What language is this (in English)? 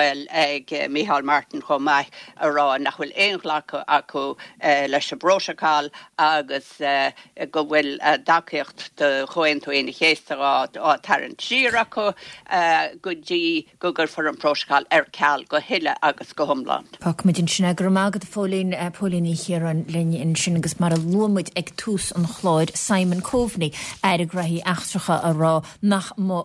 Irish